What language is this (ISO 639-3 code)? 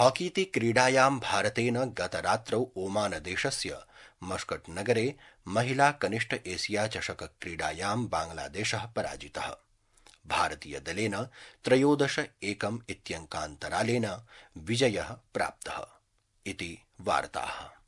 san